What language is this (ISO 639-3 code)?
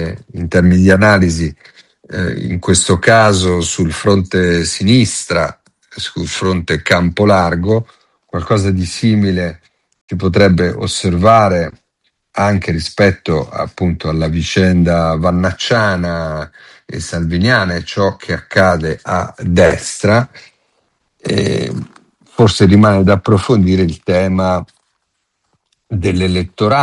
ita